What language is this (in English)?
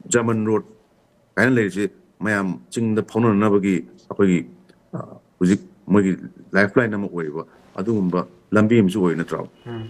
Manipuri